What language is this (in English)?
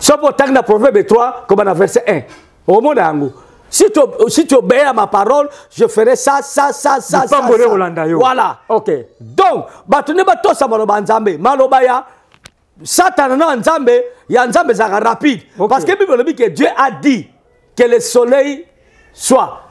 Lingala